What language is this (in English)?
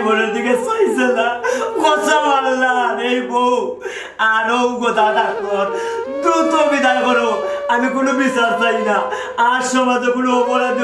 Sylheti